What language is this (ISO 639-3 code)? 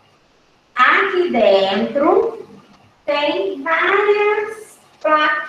por